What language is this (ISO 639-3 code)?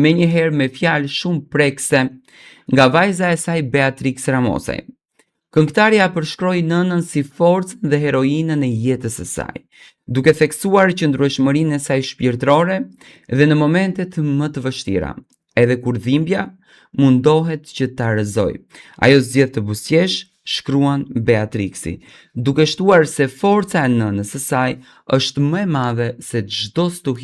sqi